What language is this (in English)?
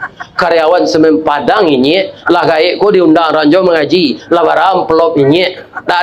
Minangkabau